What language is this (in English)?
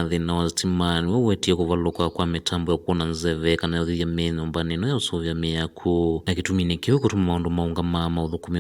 Kamba